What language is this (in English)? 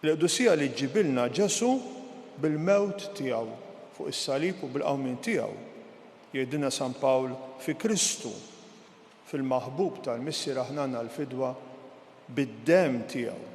Maltese